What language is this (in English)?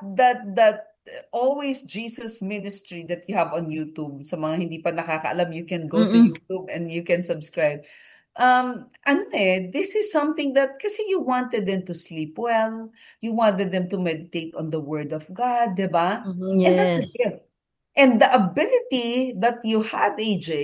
Filipino